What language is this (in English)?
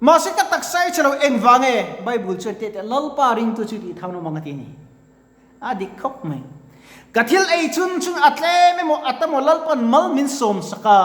Mizo